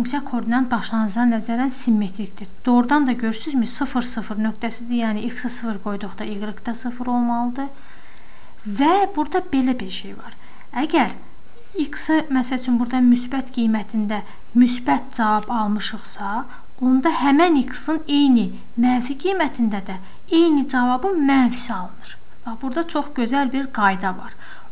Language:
Azerbaijani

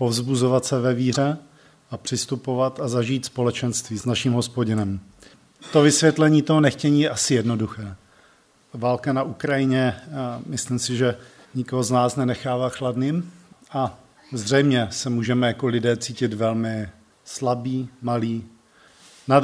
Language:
Czech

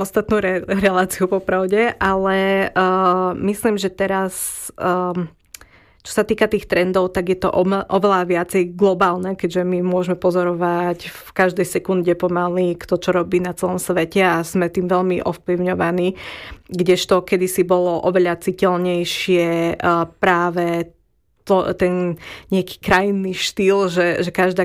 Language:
Slovak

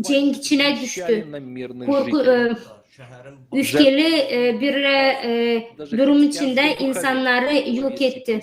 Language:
Gagauz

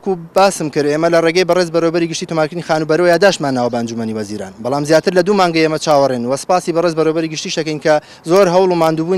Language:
Central Kurdish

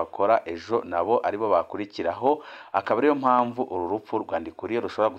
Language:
Rundi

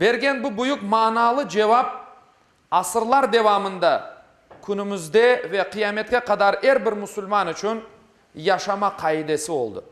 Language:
Crimean Tatar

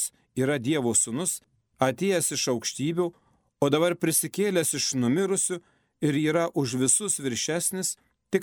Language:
Lithuanian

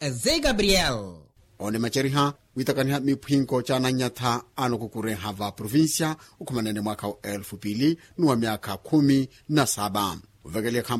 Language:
Makhuwa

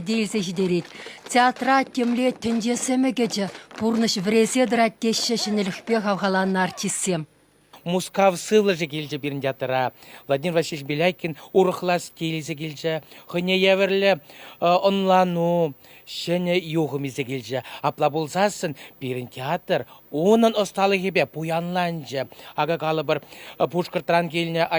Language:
Chuvash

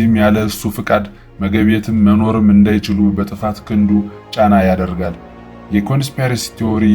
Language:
Amharic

